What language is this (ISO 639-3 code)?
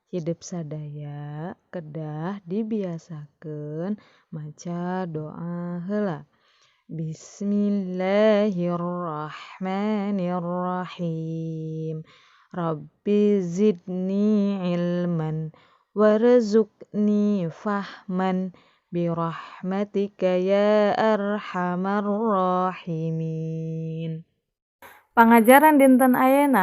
sun